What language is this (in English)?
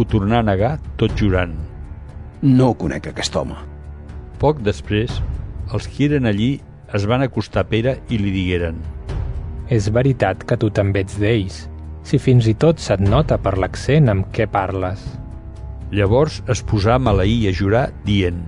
Catalan